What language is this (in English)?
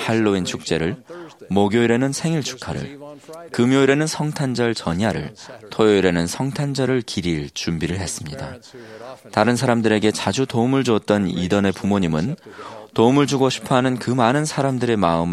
Korean